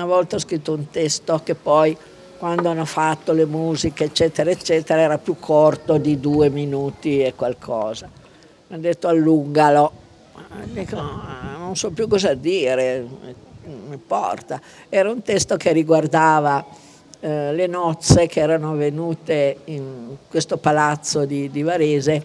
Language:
Italian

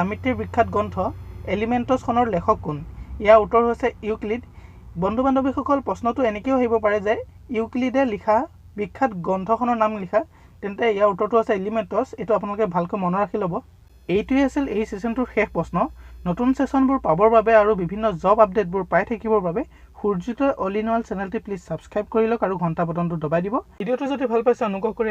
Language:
Assamese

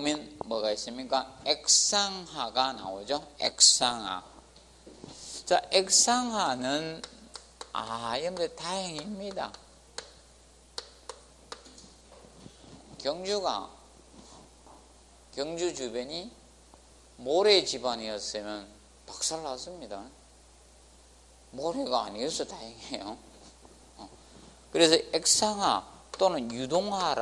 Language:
Korean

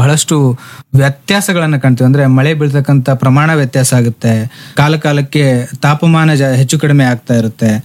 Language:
Kannada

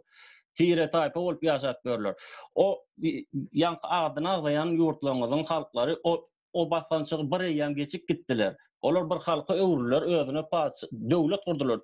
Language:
Turkmen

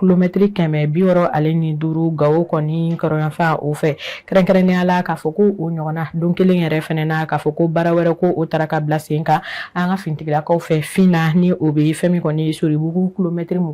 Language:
Bambara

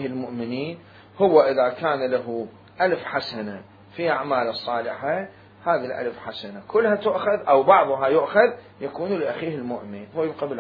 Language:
Mesopotamian Arabic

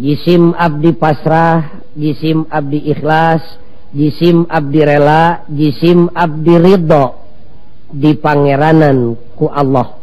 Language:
Sundanese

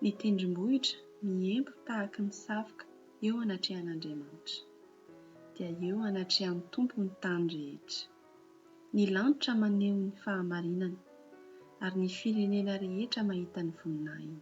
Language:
Malagasy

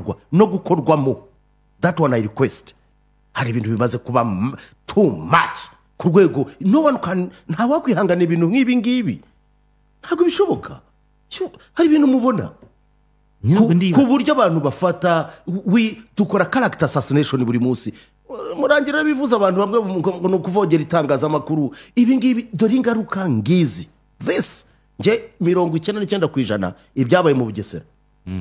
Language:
Kinyarwanda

